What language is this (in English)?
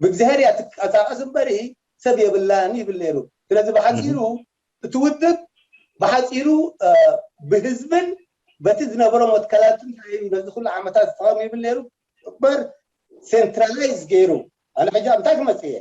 Tigrinya